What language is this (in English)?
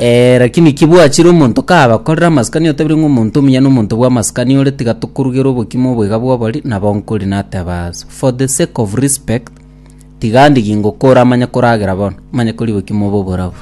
Gusii